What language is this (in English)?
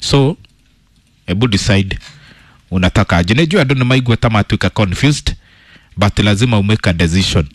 Kikuyu